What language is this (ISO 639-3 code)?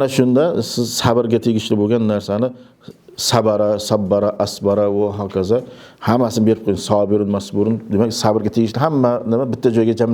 uzb